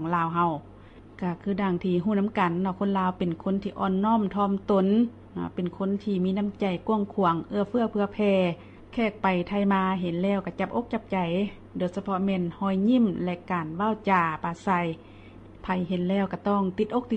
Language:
Lao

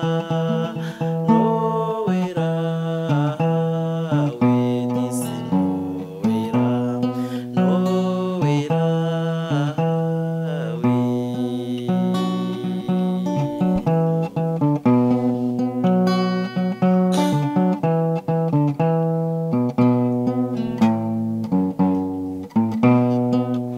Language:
Kinyarwanda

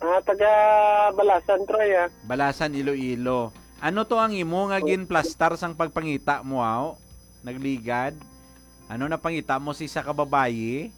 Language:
Hiligaynon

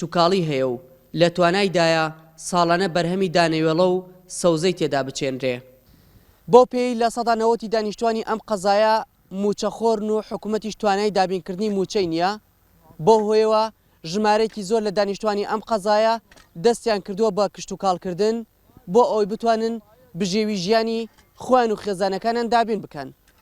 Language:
Central Kurdish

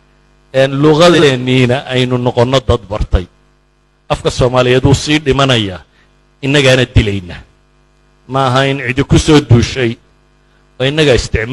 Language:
Somali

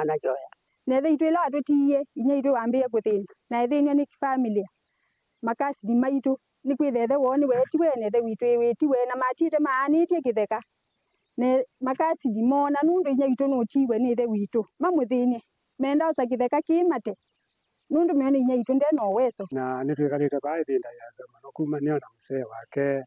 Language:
Kamba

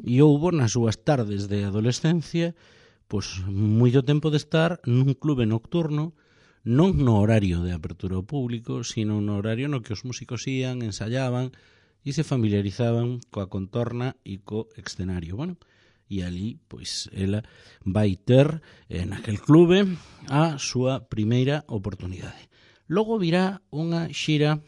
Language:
Galician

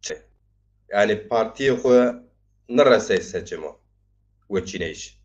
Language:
Zaza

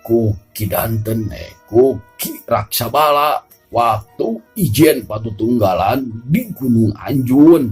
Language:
Sundanese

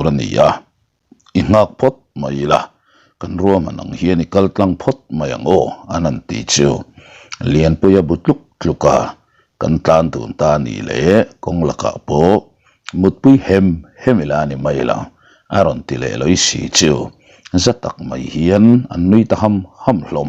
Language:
Mizo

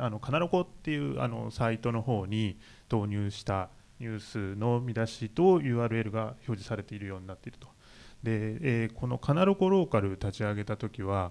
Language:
Japanese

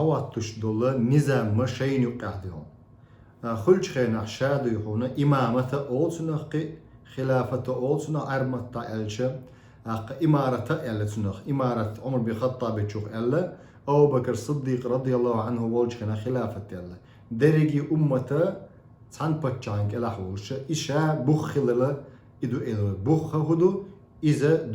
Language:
Chechen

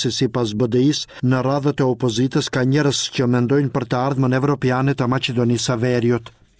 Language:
Albanian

